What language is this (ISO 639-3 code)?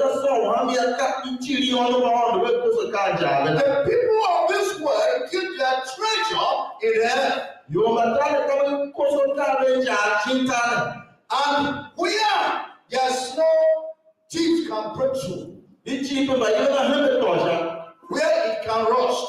tiv